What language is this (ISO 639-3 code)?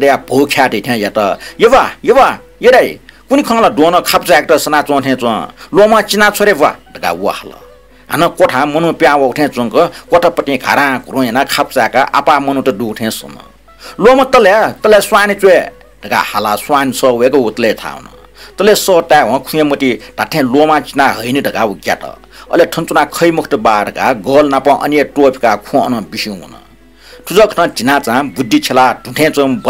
new